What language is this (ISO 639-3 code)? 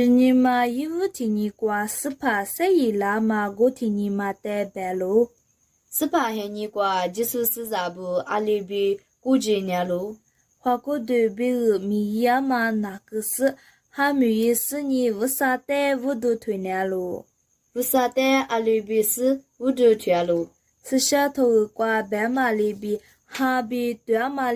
lis